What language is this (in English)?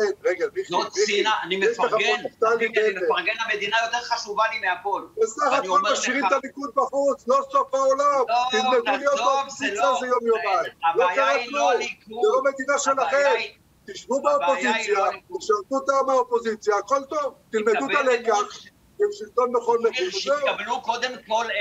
Hebrew